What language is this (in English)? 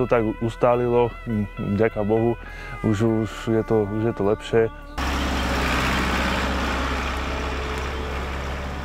Slovak